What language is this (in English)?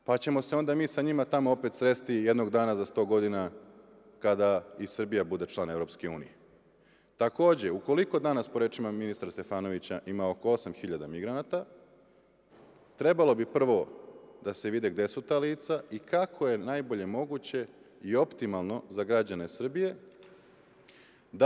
Serbian